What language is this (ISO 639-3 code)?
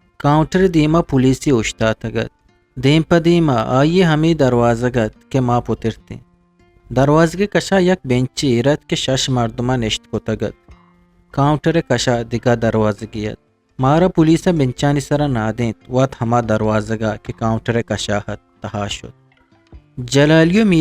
bgp